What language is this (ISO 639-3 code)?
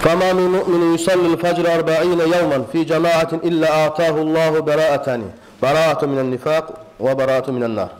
kum